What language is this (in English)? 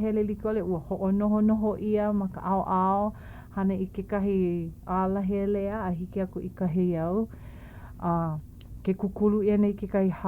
Hawaiian